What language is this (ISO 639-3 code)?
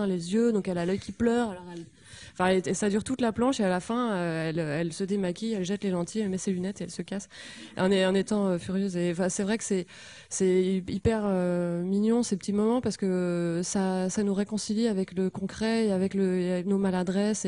fra